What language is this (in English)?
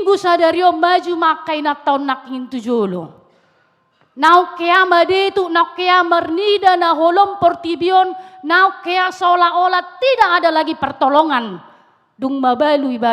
Batak Toba